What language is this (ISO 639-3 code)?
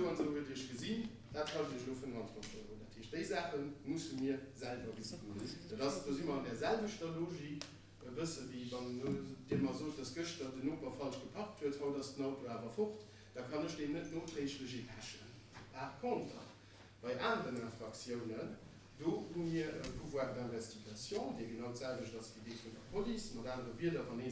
ltz